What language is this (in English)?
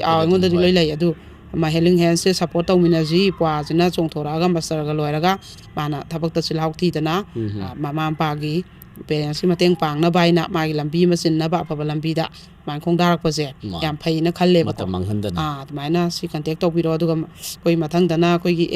Manipuri